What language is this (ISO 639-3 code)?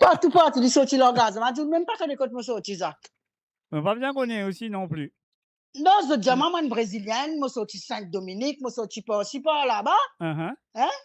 mfe